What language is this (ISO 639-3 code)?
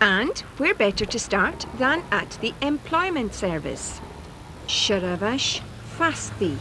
gla